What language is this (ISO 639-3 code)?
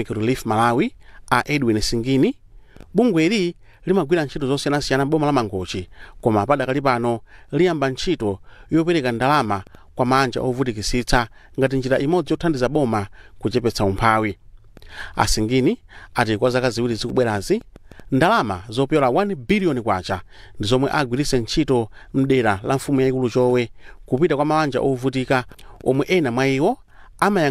nya